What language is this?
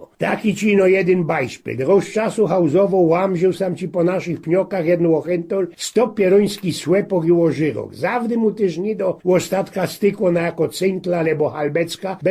Silesian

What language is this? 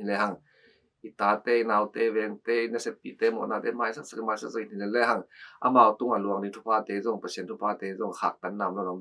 Tedim Chin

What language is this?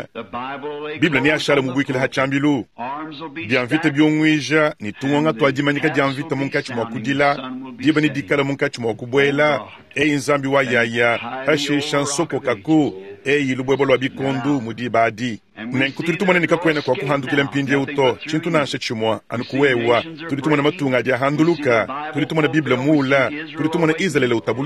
Luba-Lulua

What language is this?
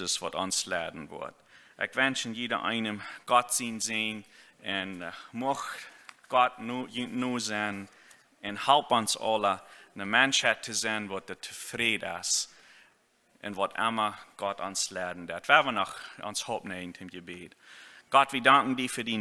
Plautdietsch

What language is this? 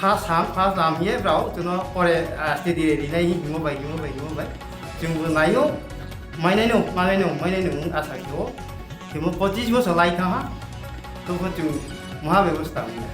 Kok Borok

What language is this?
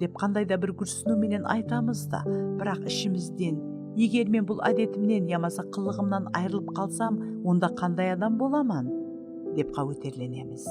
Kara-Kalpak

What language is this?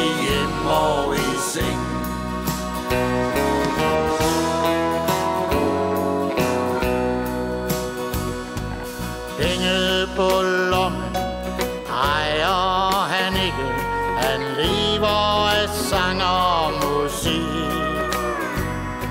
Danish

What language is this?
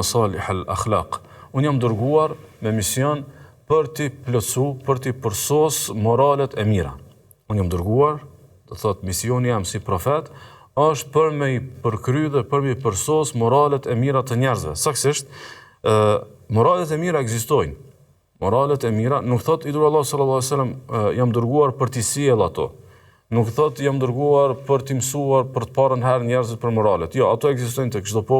Albanian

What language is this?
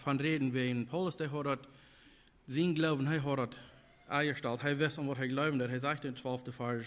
Plautdietsch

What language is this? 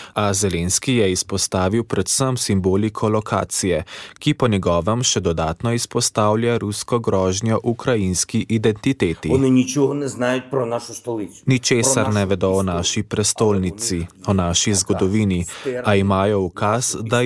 Slovenian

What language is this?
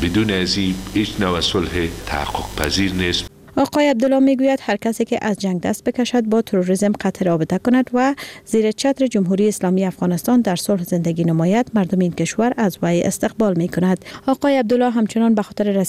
Persian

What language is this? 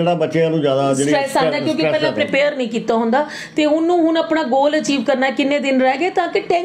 Punjabi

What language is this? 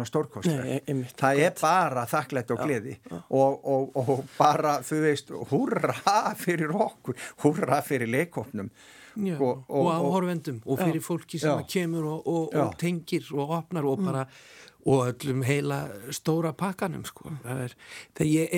Icelandic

